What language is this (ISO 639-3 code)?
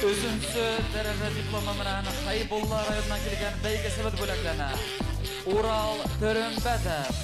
bak